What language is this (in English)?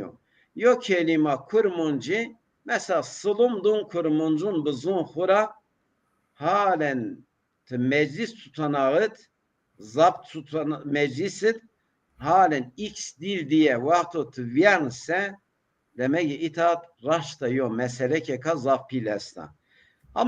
Zaza